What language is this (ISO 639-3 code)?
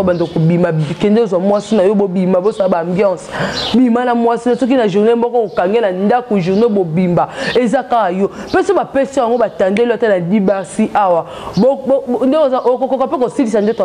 lin